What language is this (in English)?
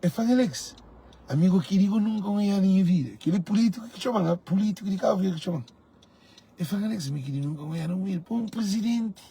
Kabuverdianu